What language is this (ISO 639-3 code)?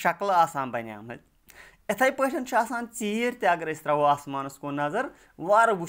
kas